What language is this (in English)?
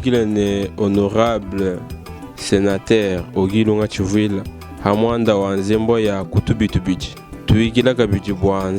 Luba-Lulua